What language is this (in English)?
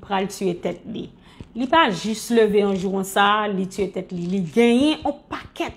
Haitian Creole